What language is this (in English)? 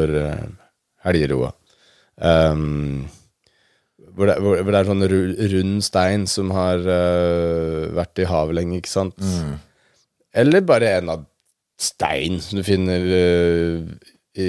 Norwegian